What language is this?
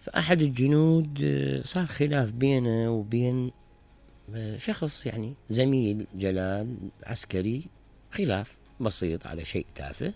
Mesopotamian Arabic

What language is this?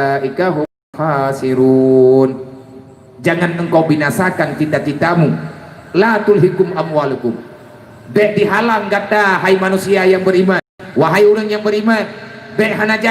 Achinese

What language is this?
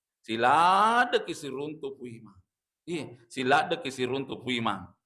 Buginese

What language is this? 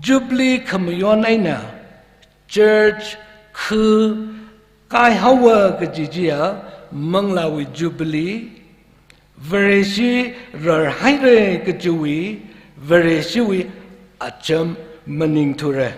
Tangkhul Naga (India)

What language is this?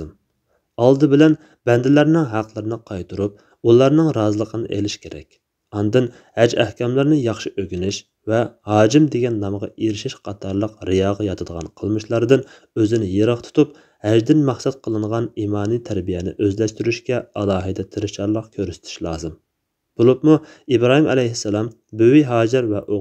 Uyghur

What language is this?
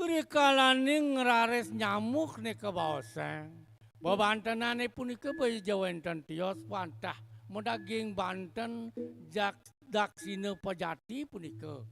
Balinese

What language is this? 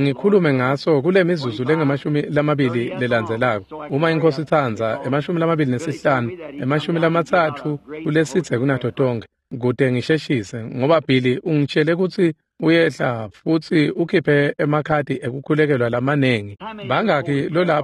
Swati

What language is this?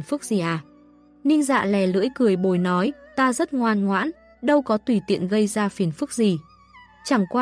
Vietnamese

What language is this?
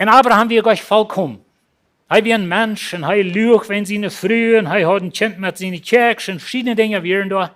Plautdietsch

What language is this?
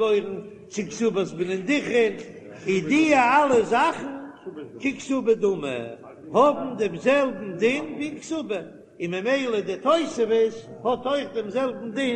Yiddish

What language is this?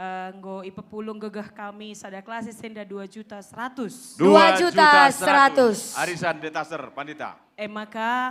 Batak Karo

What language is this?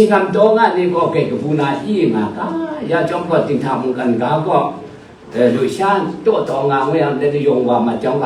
Kachin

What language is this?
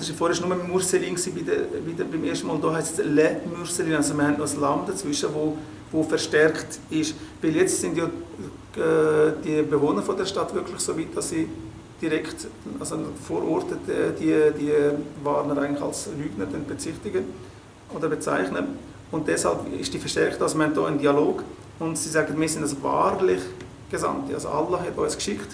Swiss German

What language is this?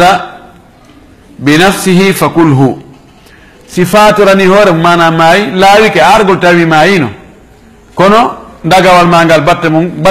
Fula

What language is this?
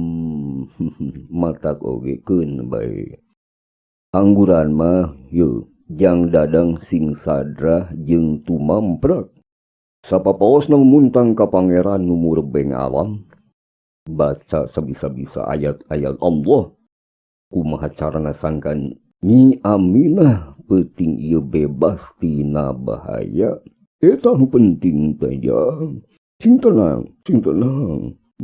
Sundanese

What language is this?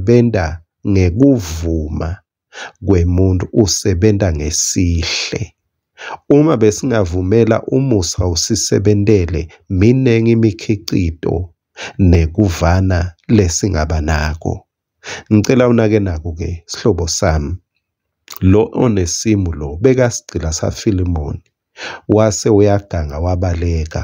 Swati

